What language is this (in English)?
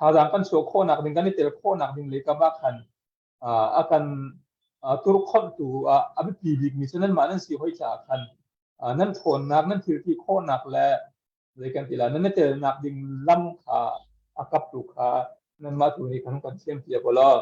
Hakha Chin